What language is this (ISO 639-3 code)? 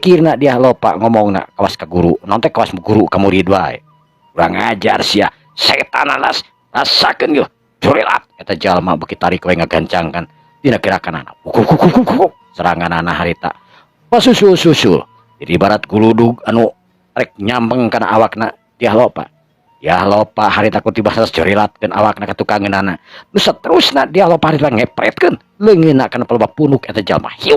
sun